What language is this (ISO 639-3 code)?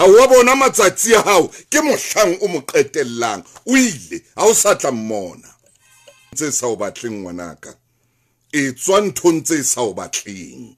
sot